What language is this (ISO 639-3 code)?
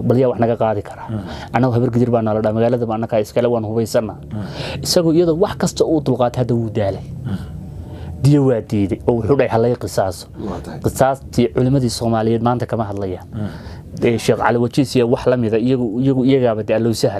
som